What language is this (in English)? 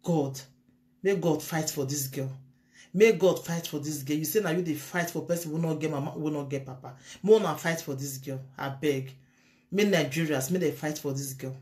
Nigerian Pidgin